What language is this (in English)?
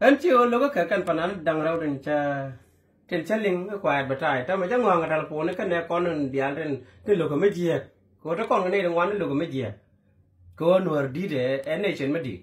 Nuer